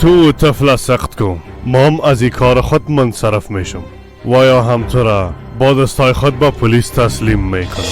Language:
Persian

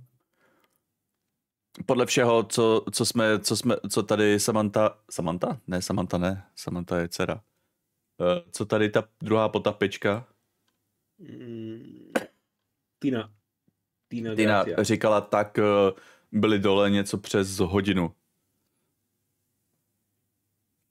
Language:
Czech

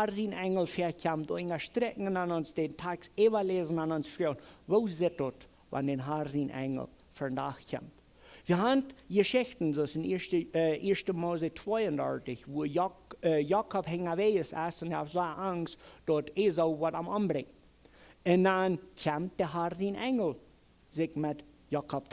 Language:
Plautdietsch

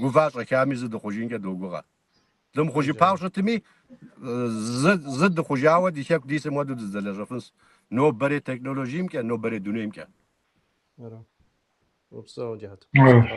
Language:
Kabardian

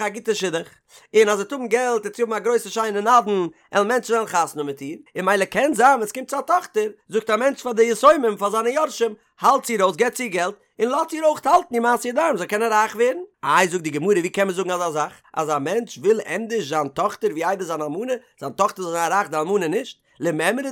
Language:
Yiddish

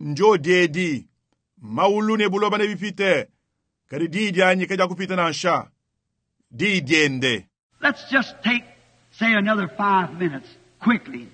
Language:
Luba-Lulua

